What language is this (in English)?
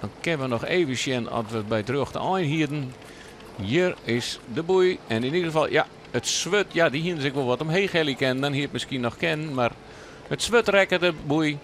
Western Frisian